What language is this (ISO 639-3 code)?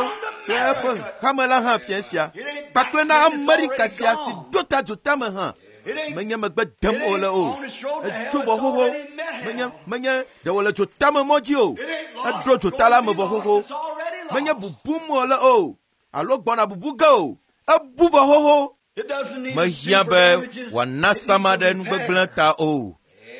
ewe